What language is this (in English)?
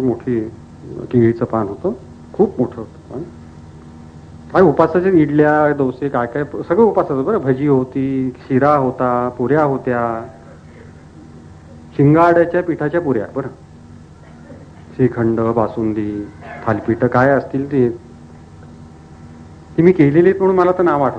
Marathi